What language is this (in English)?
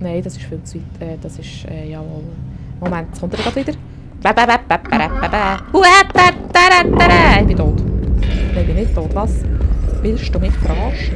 Swiss German